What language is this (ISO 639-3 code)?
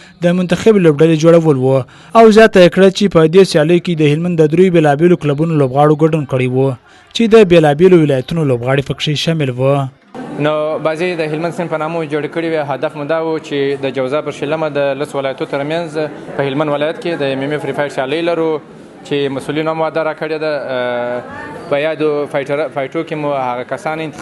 pus